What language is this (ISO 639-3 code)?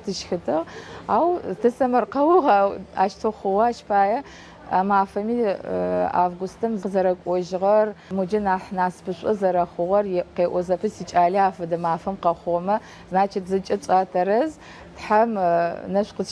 ady